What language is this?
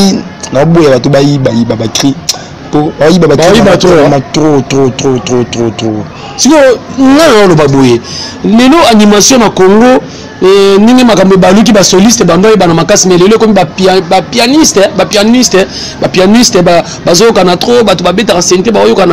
Lingala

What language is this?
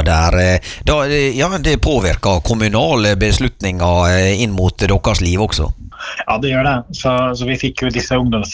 Norwegian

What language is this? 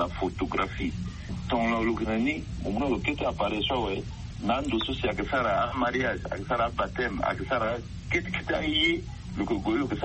Sango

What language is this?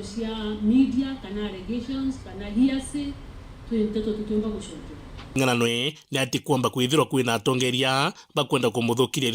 Meru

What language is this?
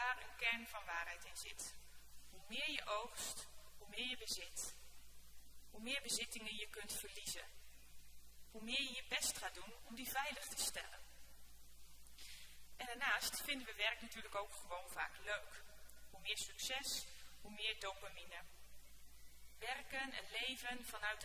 Dutch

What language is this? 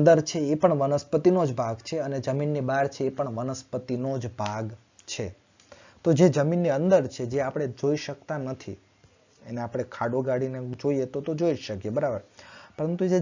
Gujarati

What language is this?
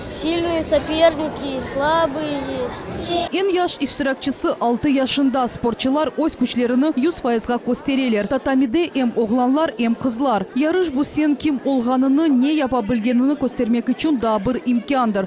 Crimean Tatar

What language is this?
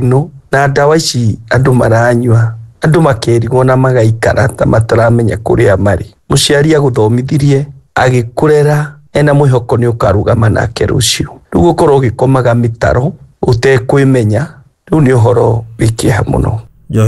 Kikuyu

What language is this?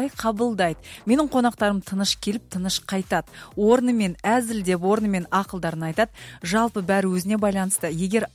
Kazakh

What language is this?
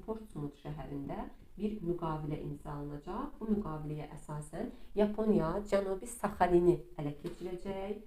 Azerbaijani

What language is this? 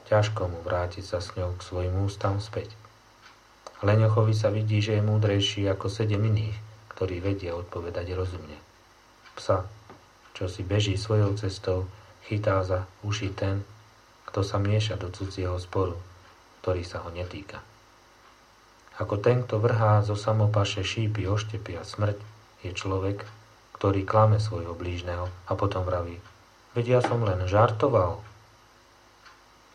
Slovak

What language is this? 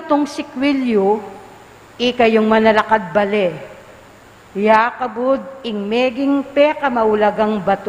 Pampanga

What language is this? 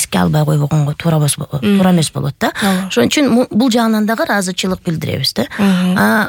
Kyrgyz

